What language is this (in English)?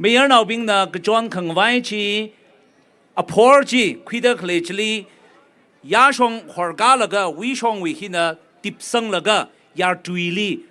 Tangkhul Naga (India)